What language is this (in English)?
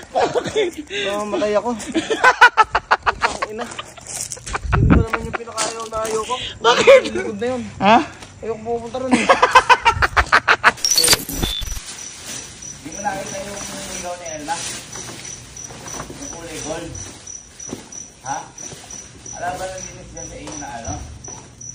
Filipino